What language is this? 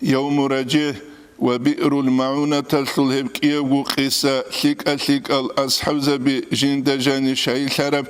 Avaric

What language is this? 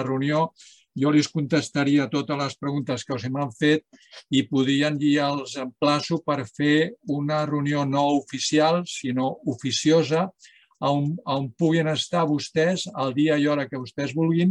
Catalan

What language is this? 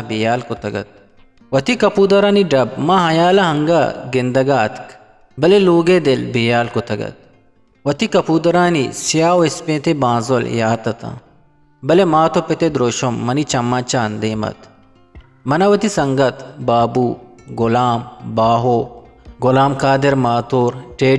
Eastern Balochi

